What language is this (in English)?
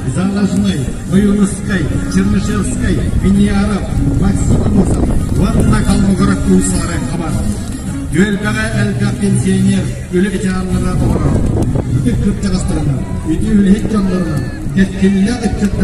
Yakut